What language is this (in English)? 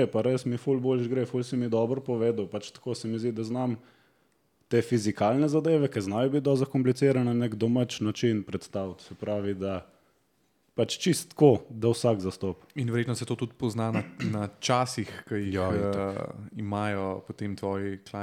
Slovenian